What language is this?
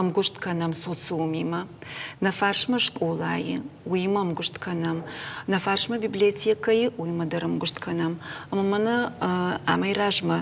Ossetic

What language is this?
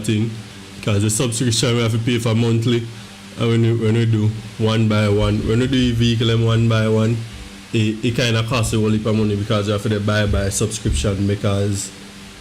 Jamaican Creole English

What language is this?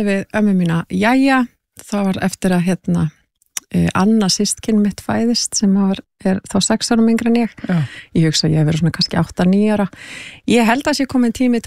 Icelandic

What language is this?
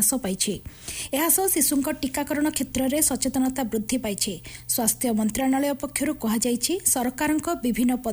Odia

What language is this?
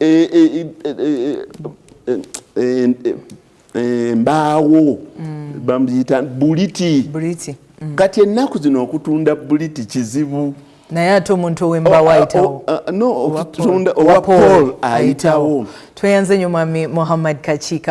Ganda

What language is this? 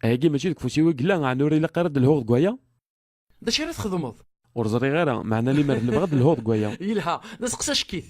Kabyle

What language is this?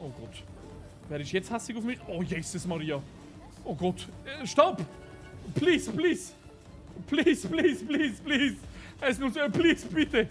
Swiss German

